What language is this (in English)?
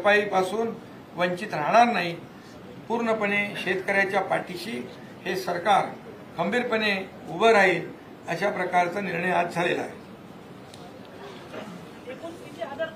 Marathi